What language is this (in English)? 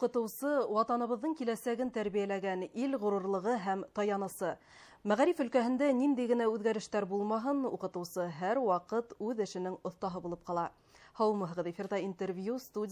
Bashkir